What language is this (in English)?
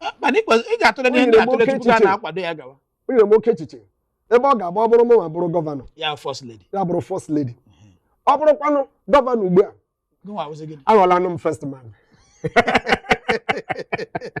Igbo